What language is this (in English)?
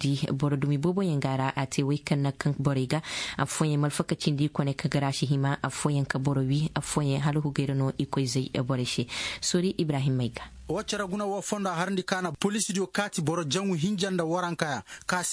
Koyraboro Senni